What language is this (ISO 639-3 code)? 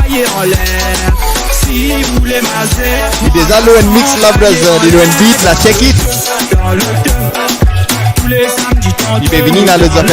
mfe